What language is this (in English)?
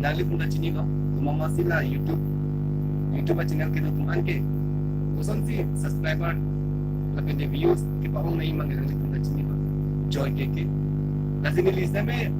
Karbi